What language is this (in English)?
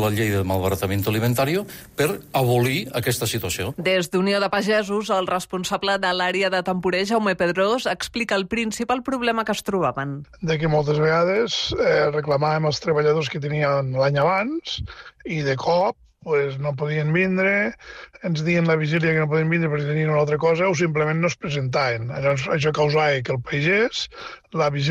Catalan